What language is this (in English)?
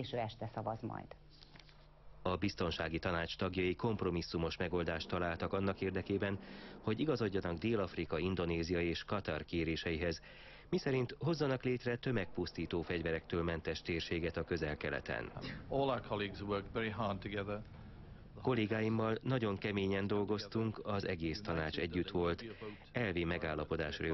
Hungarian